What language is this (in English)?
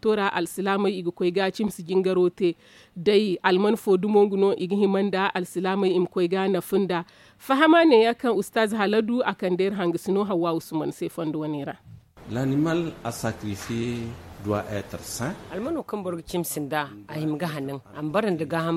Zarma